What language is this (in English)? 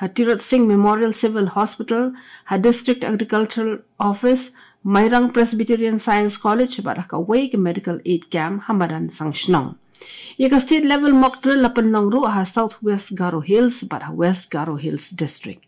Khasi